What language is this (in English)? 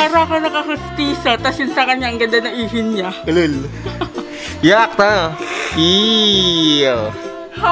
Filipino